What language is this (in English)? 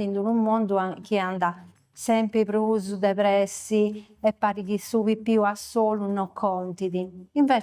Sardinian